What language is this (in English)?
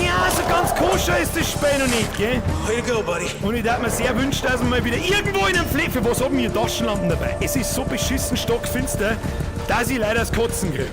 Bavarian